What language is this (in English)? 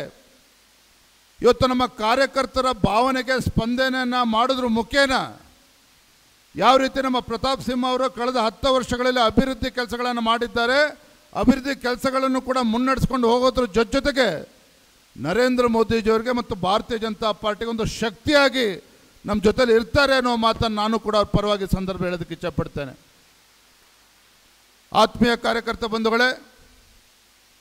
Kannada